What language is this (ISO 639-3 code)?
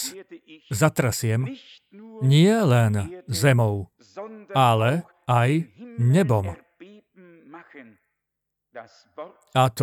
slk